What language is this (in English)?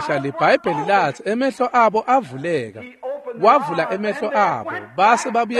Swati